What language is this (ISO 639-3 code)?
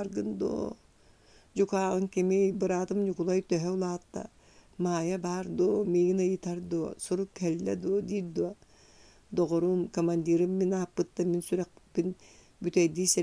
sah